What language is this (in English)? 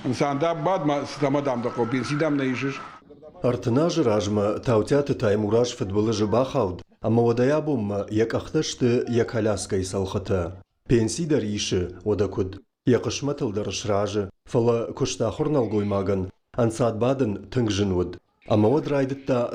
Ossetic